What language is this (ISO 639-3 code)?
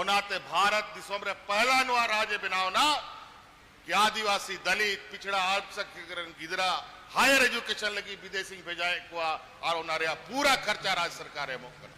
sat